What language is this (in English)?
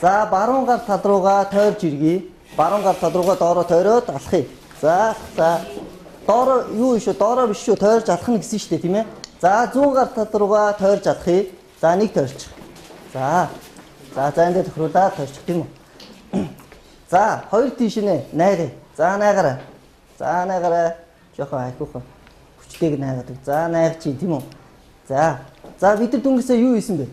Mongolian